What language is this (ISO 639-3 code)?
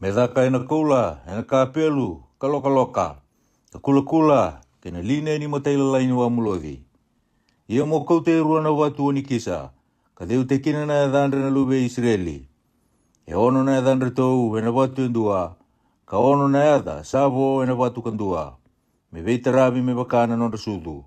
fij